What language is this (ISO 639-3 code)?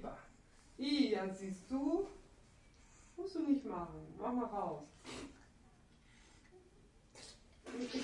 deu